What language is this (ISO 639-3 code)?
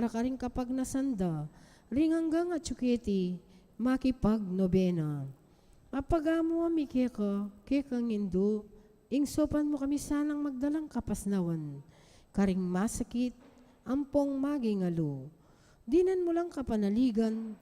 pam